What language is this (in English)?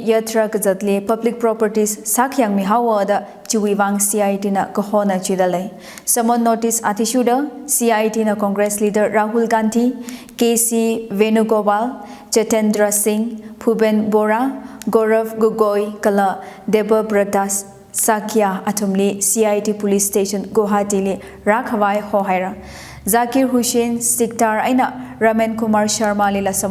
Tangkhul Naga (India)